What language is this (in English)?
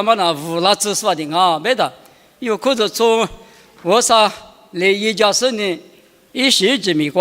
Lisu